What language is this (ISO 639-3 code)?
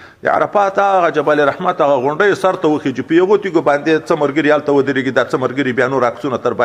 pus